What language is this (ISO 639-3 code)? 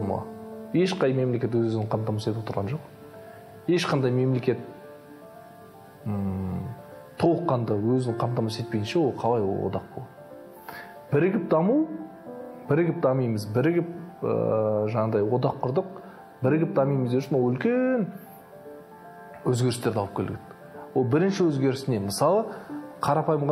kaz